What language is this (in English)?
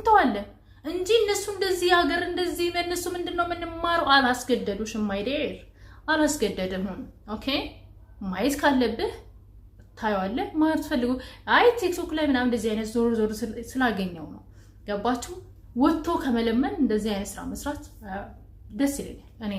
Amharic